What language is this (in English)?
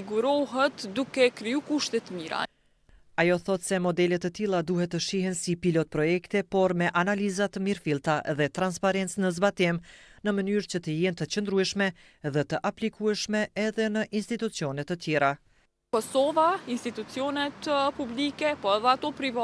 Albanian